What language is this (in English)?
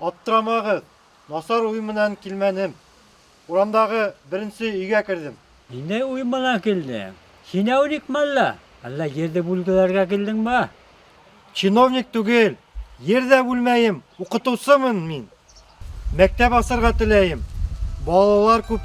Bashkir